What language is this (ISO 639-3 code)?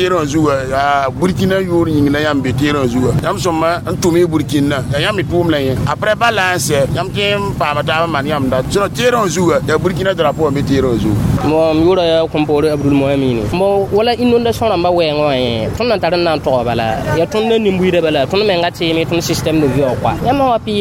mos